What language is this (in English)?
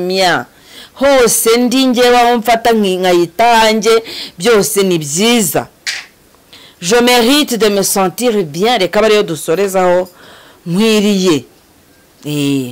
Kinyarwanda